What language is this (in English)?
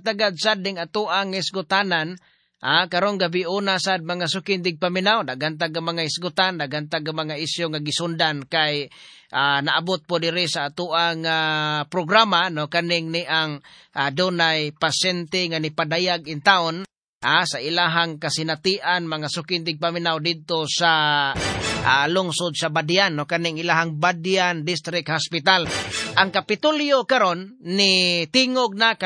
Cebuano